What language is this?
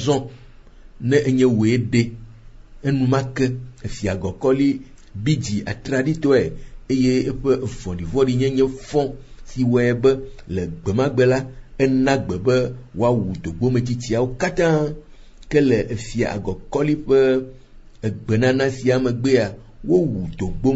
Ewe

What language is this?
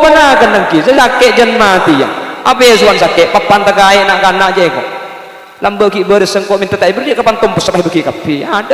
Madurese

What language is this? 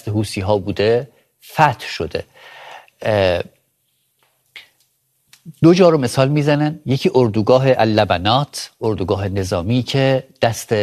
Persian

